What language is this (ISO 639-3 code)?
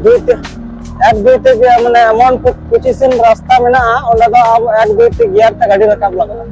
sat